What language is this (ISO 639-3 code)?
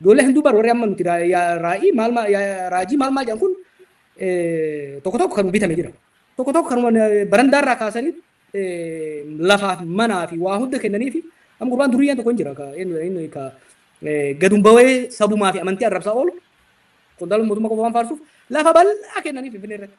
orm